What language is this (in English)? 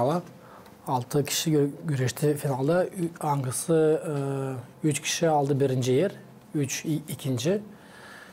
Gagauz